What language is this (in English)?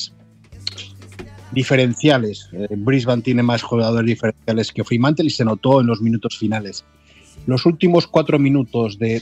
Spanish